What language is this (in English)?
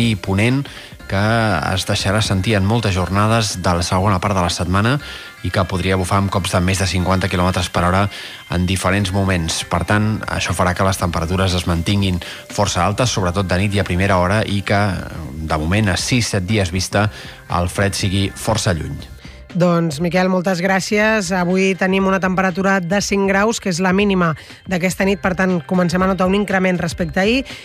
Catalan